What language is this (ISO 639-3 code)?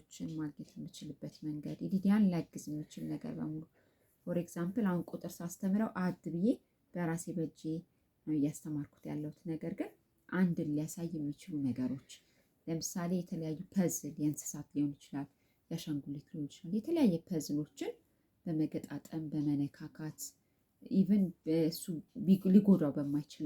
amh